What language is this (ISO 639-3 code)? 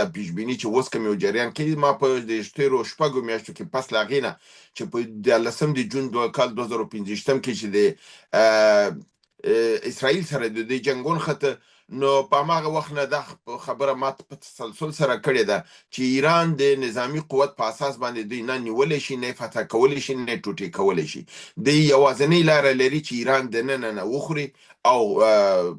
pus